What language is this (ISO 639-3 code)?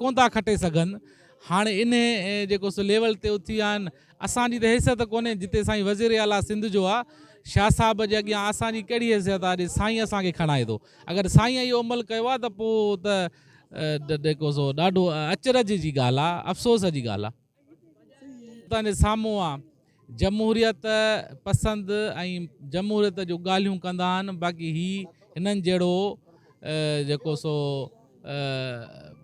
snd